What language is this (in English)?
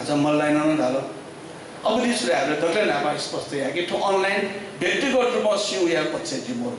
Newari